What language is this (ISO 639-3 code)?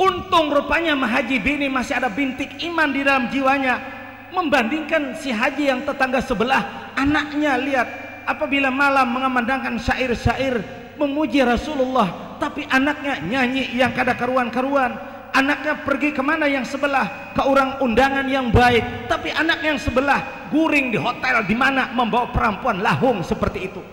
bjn